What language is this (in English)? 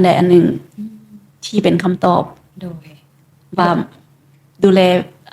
Lao